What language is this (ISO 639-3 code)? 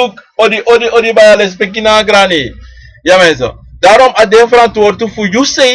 srn